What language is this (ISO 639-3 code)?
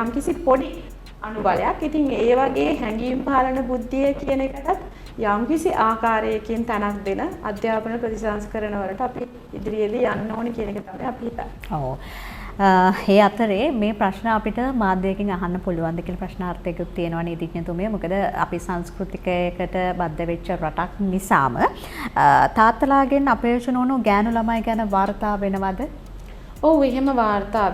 sin